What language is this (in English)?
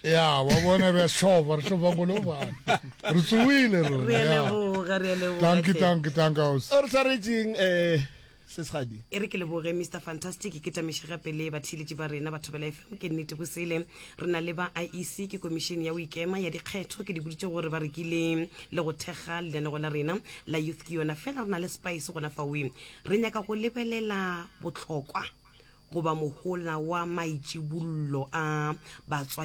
Northern Sotho